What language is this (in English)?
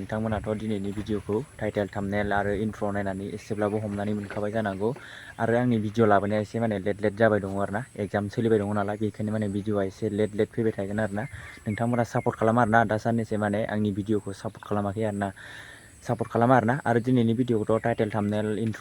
Bodo